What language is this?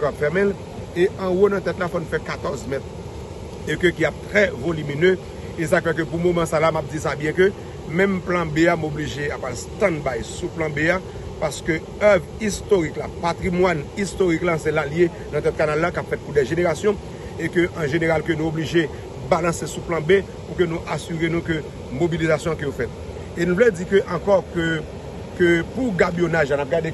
Haitian Creole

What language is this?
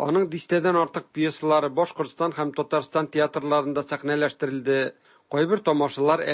Tatar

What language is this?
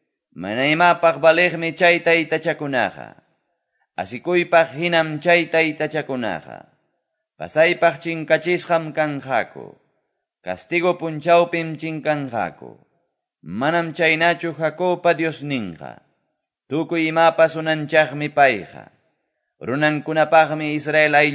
Quechua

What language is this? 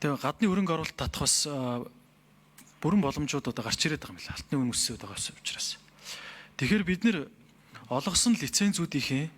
Mongolian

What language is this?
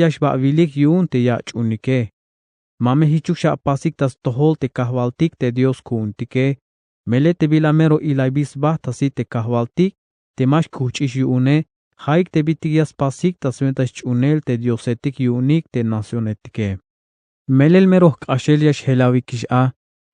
Tzeltal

